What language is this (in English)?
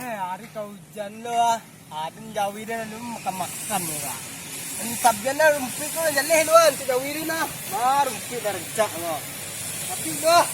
Minangkabau